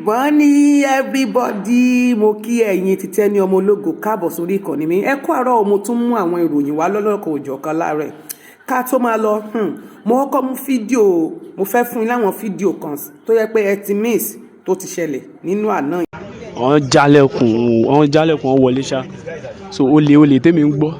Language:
Yoruba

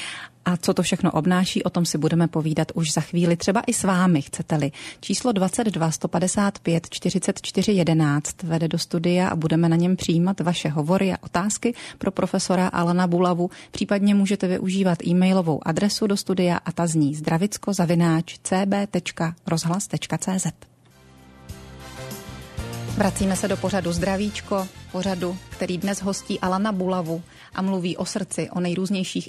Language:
Czech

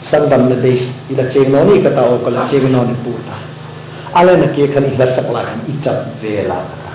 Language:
Hmar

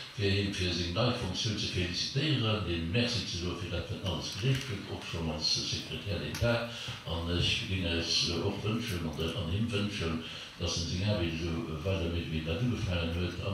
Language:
Luxembourgish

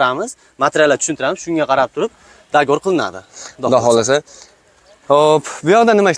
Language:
Uzbek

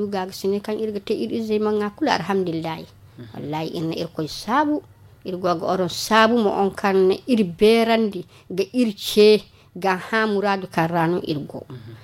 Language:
Zarma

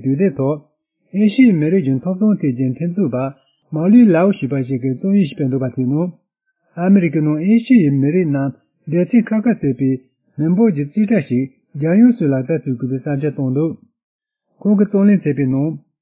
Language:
Tibetan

